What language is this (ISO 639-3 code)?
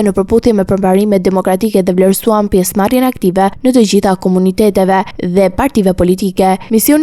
sqi